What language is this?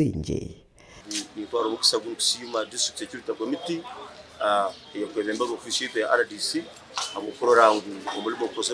Nyankole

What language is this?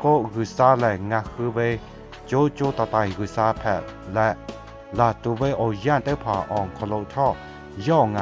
Lahu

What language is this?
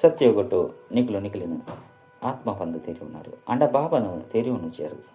Tulu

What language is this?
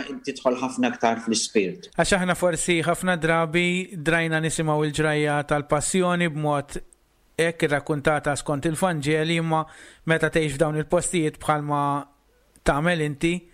Maltese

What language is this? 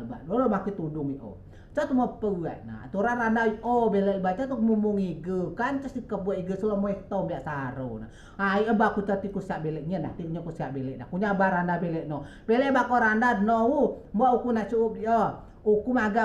Rejang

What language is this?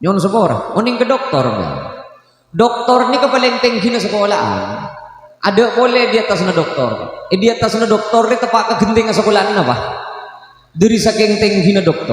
Madurese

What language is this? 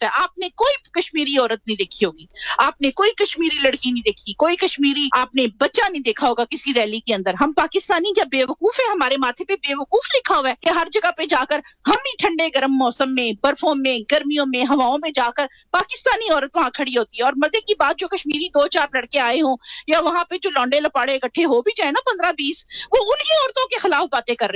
Urdu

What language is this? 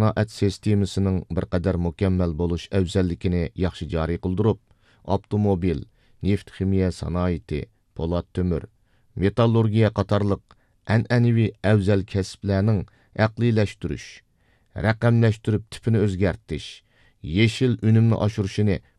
Uyghur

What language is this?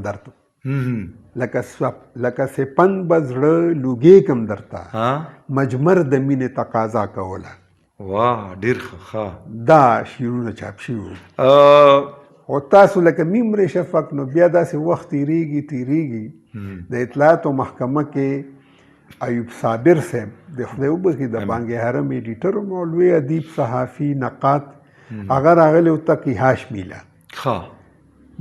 Pashto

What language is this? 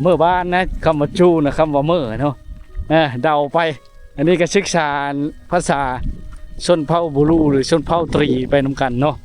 Lao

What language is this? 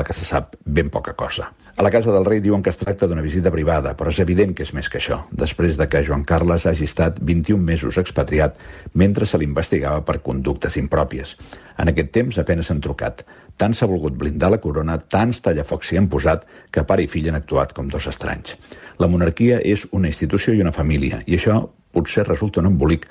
Catalan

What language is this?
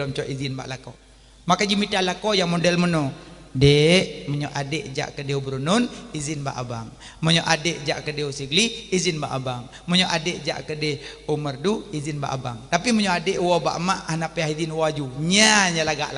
Achinese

